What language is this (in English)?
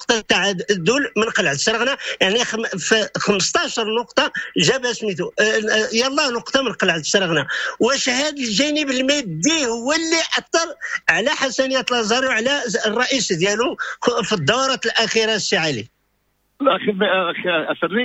Moroccan Arabic